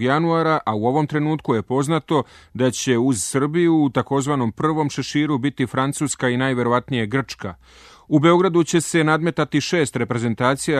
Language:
Serbian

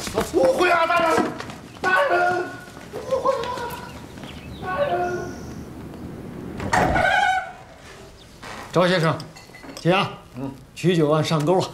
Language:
Chinese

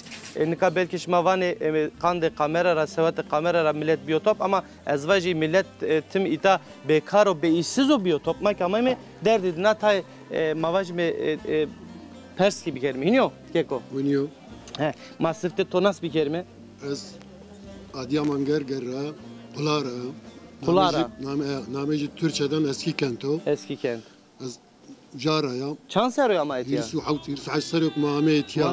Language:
Zaza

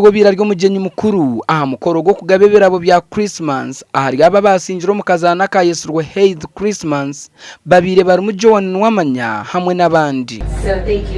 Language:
Nyankole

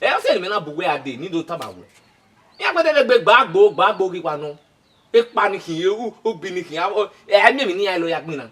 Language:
Bini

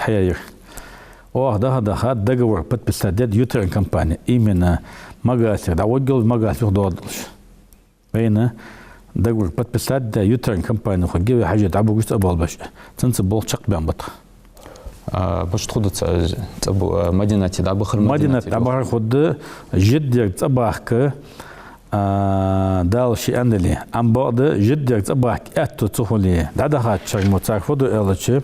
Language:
Ingush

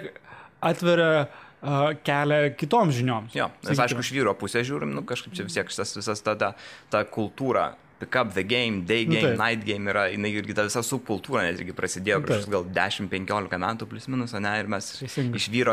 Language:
Lithuanian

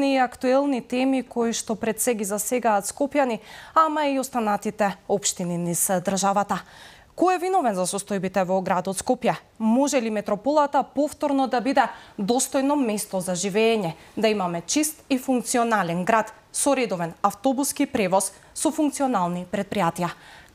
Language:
Macedonian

